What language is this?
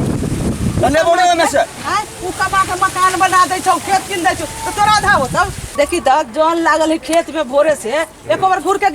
Maithili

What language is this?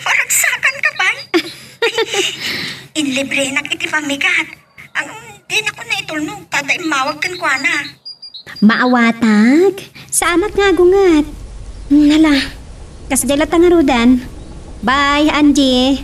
Iloko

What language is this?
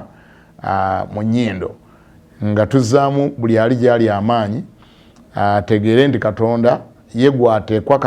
Ganda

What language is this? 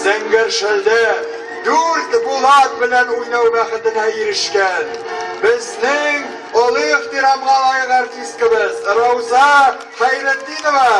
Tatar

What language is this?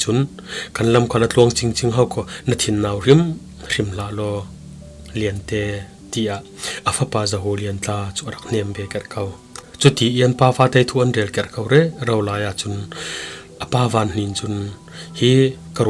Falam Chin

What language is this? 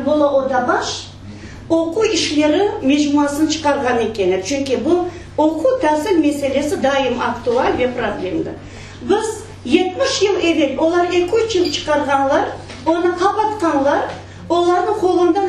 Crimean Tatar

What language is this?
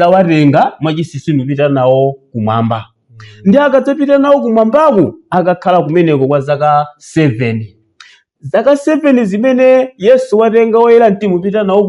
Nyanja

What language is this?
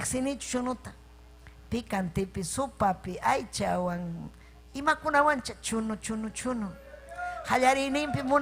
Ayacucho Quechua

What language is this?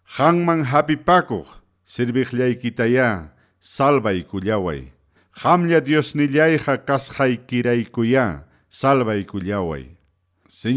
Ayacucho Quechua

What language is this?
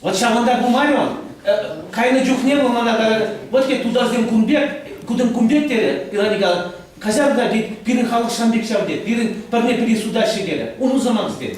Chuvash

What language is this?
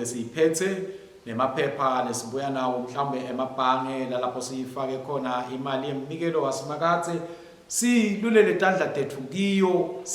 Swati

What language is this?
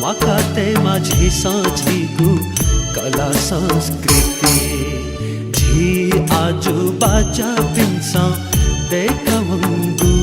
Newari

